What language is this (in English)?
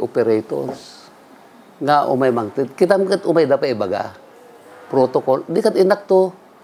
Iloko